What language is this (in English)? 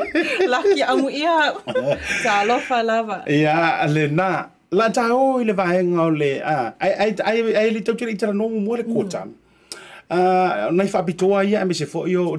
Samoan